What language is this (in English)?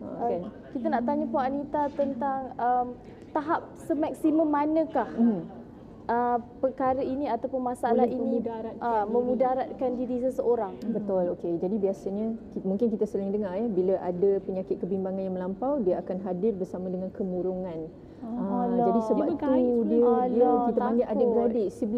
Malay